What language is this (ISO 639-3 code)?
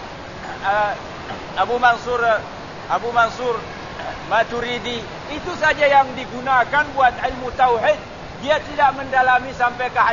msa